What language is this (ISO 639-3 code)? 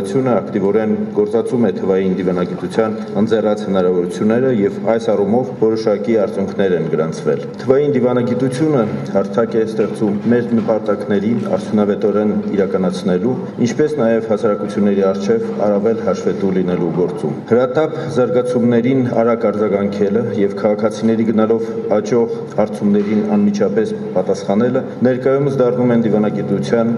hye